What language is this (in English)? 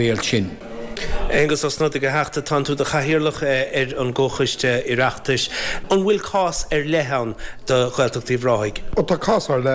Irish